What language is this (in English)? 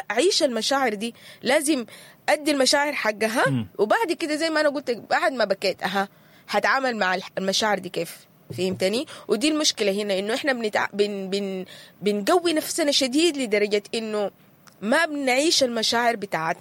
Sudanese Arabic